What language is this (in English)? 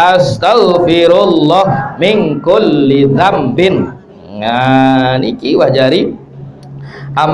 Sasak